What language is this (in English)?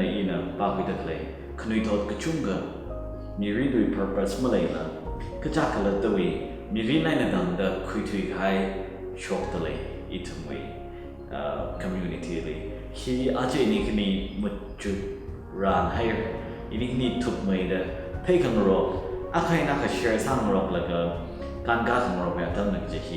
Tangkhul Naga (India)